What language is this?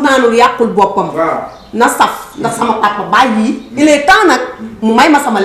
Wolof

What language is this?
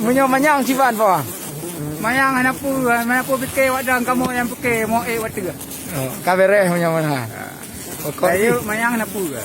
Achinese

